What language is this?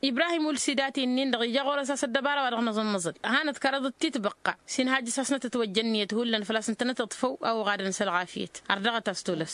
Tamasheq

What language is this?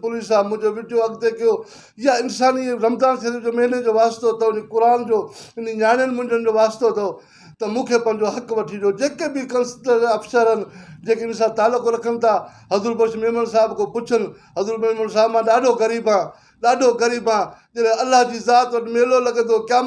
Sindhi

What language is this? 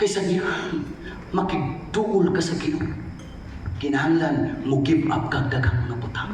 Cebuano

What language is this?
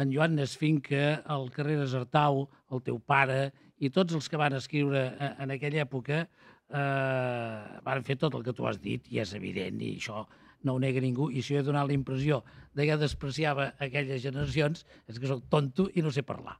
Catalan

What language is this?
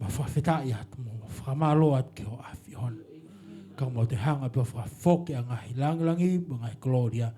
Tongan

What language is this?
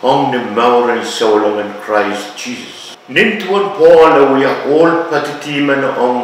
Pohnpeian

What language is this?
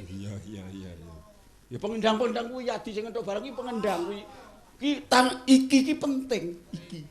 Javanese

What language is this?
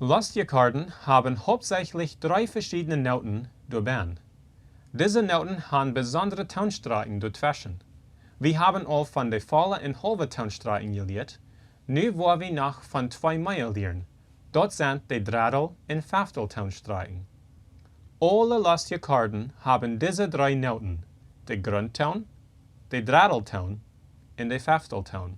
Plautdietsch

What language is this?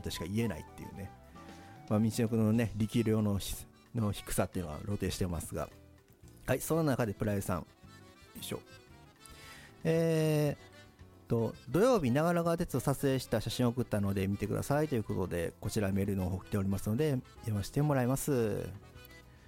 Japanese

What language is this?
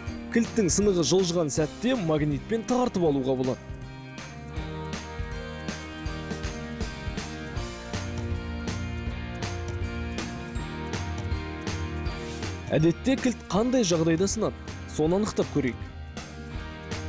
Kazakh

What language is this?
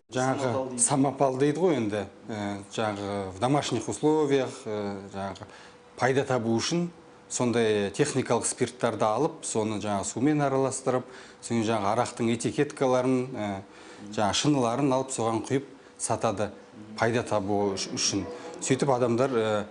Kazakh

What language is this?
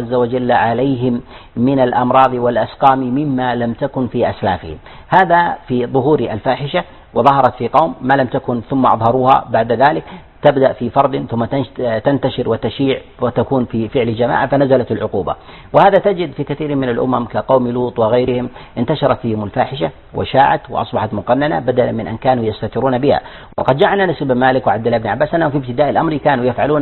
Arabic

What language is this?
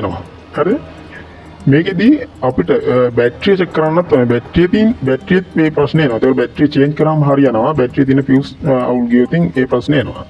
Sinhala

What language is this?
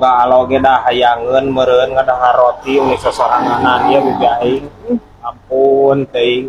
Sundanese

